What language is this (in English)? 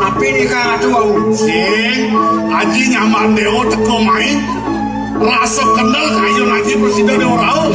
Balinese